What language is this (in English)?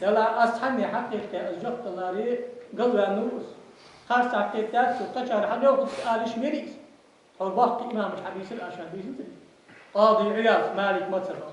Ingush